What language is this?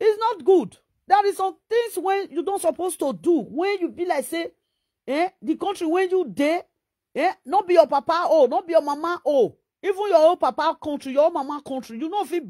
Nigerian Pidgin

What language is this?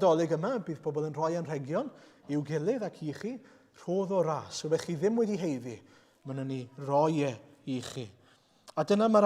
Welsh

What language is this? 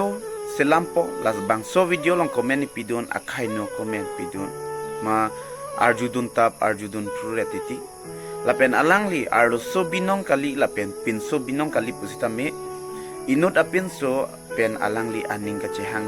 Karbi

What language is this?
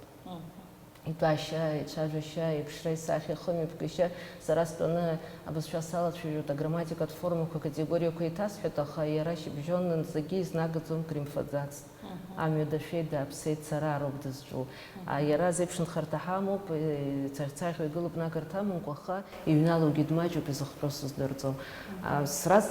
Abkhazian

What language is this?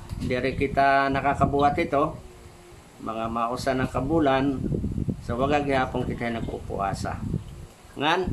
Waray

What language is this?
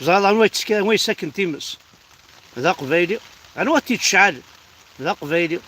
Kabyle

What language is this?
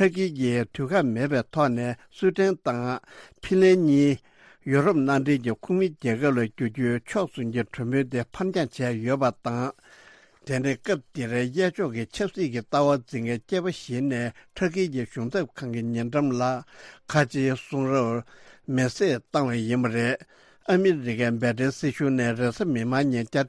Tibetan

